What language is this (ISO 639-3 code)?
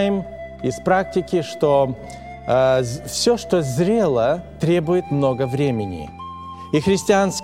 rus